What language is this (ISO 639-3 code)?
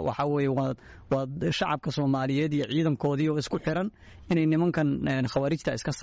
som